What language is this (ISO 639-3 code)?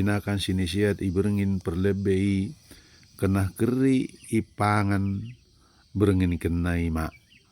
btd